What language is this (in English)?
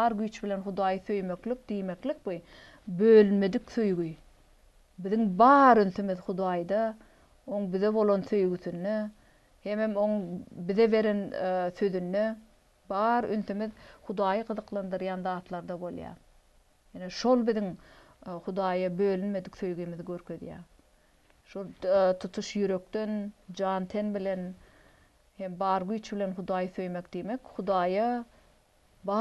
Turkmen